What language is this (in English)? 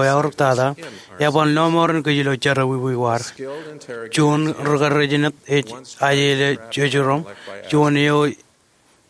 Marshallese